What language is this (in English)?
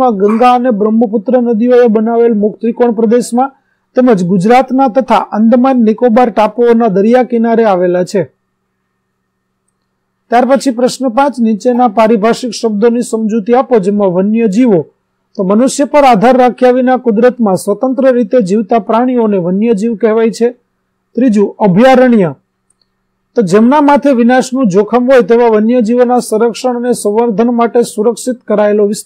Gujarati